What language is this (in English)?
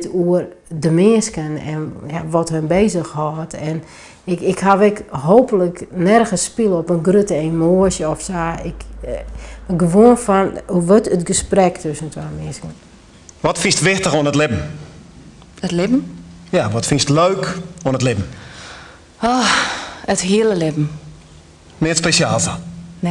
Western Frisian